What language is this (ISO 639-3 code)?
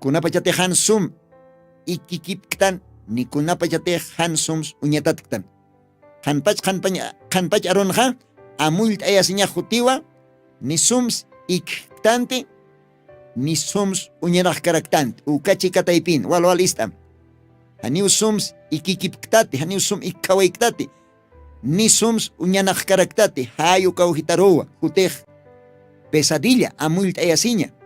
aym